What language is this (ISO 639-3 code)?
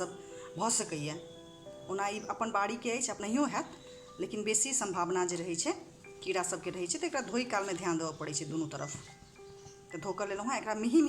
mai